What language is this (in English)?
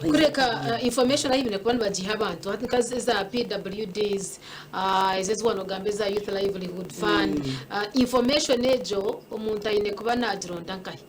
Nyankole